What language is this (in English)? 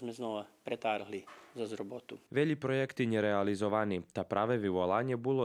Rusyn